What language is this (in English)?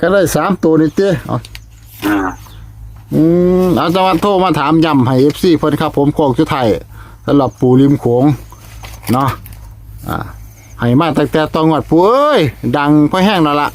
Northeastern Thai